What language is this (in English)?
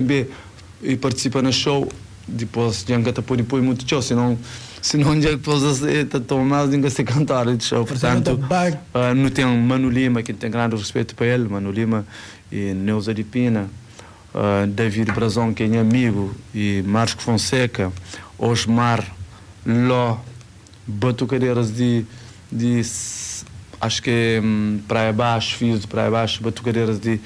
Kabuverdianu